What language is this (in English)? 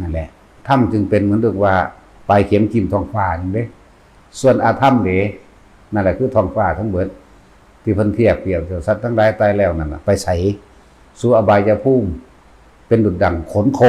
Northeastern Thai